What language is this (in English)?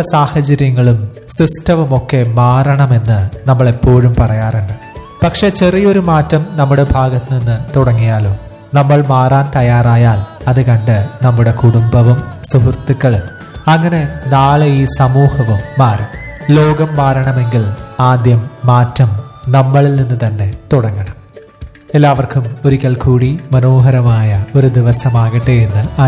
Malayalam